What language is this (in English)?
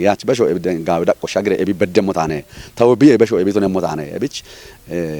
Kafa